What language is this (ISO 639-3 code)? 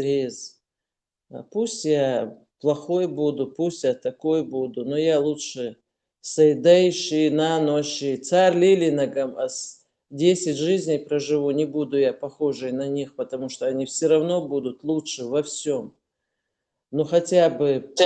che